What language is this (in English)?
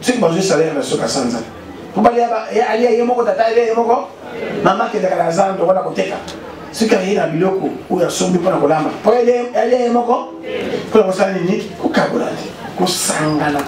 Lingala